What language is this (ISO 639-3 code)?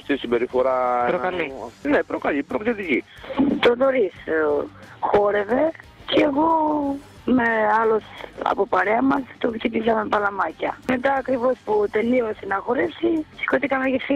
ell